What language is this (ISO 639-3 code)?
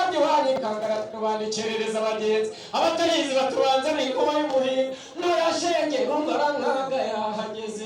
kin